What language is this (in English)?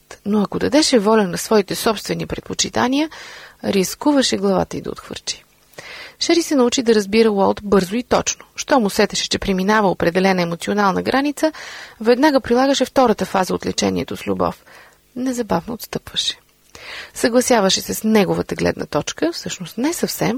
Bulgarian